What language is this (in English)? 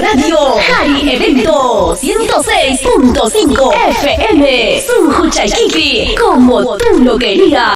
Ayacucho Quechua